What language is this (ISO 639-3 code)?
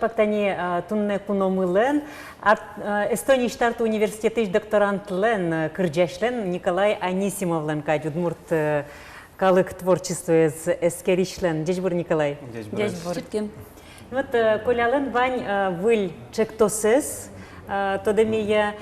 udm